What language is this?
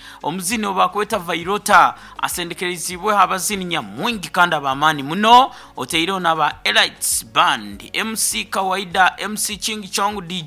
Nyoro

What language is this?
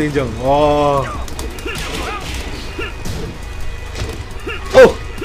Korean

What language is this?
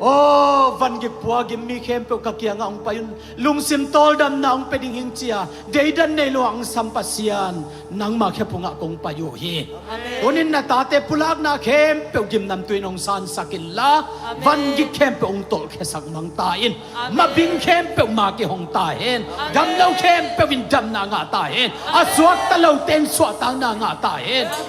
Tedim Chin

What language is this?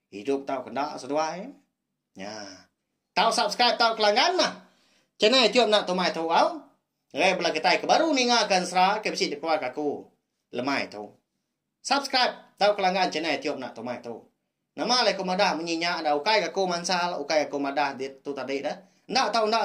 Iban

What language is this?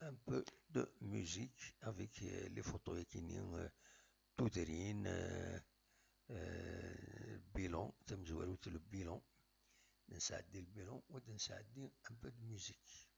Kabyle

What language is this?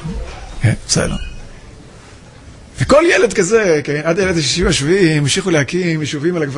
Hebrew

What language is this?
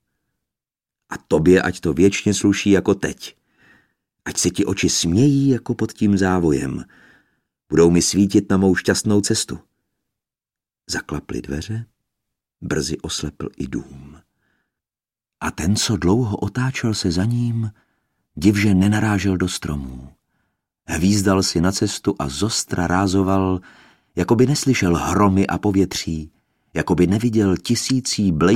Czech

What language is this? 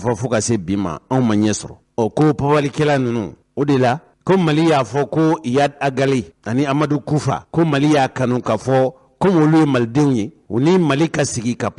Bambara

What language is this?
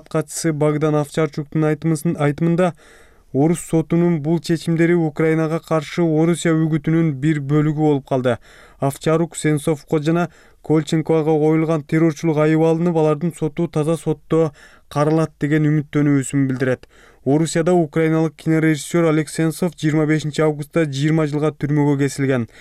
Kyrgyz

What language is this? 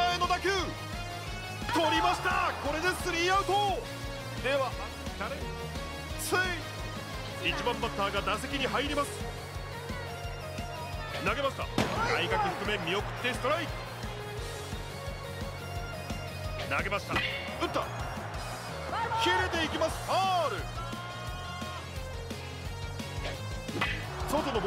Japanese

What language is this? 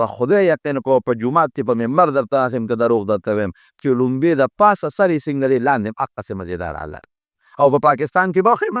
Pashto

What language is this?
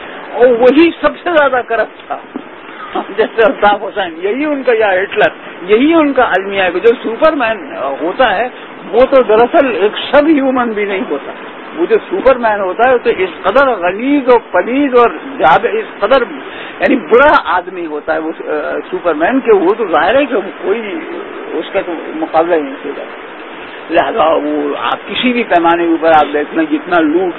Urdu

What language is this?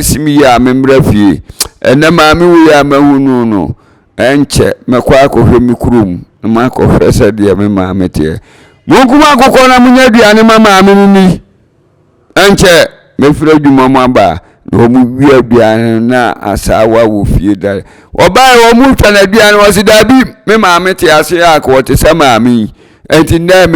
Akan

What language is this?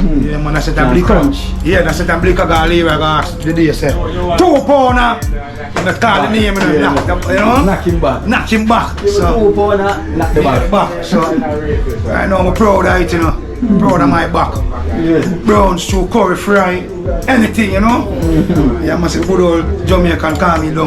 Jamaican Creole English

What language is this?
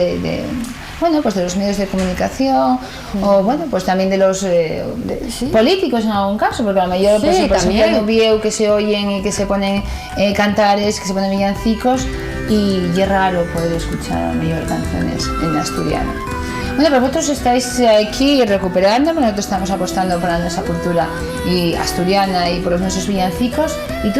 Asturian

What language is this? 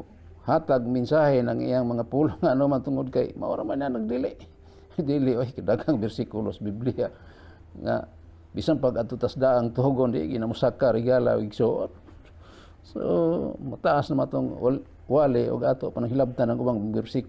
Cebuano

